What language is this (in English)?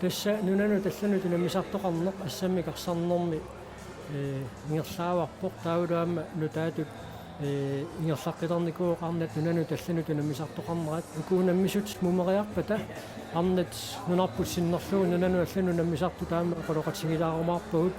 Kalaallisut